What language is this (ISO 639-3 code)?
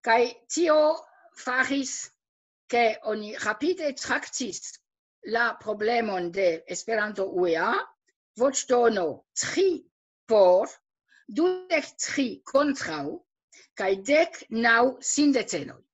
epo